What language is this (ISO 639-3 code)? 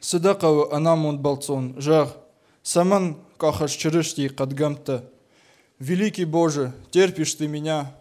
hye